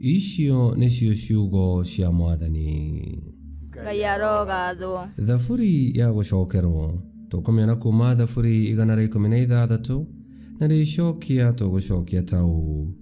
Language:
Kikuyu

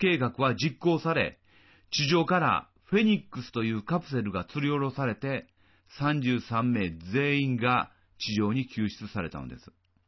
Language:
Japanese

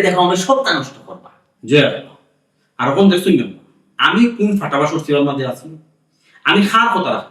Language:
Sylheti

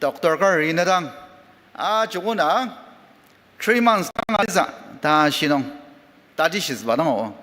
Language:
Ao Naga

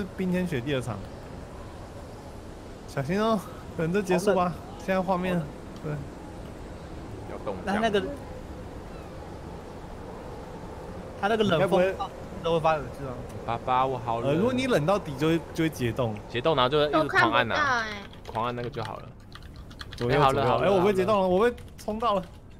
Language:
Chinese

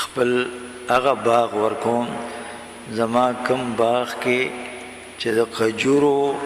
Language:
Pashto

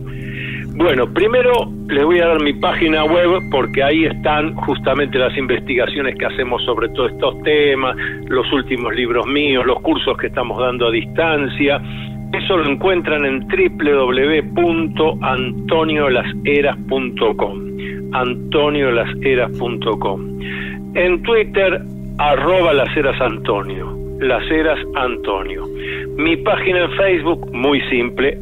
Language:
Spanish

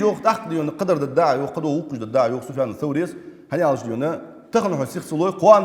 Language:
Ingush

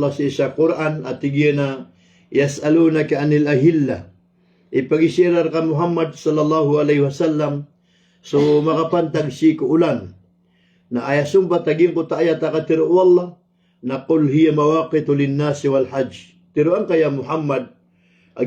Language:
Maranao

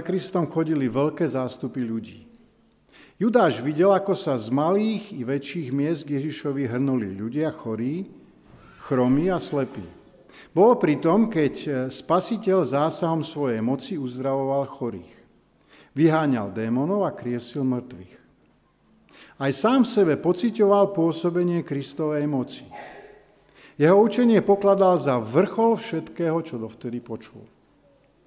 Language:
Slovak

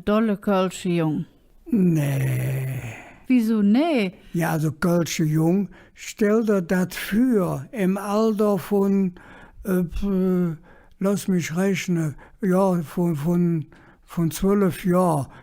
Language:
Colognian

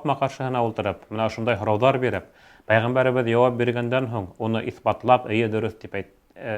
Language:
Bashkir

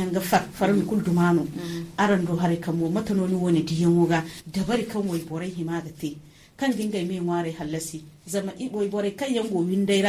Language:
Zarma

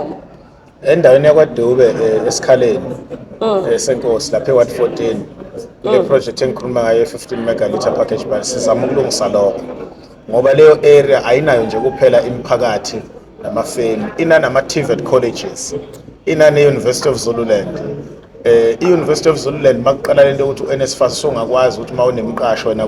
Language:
Zulu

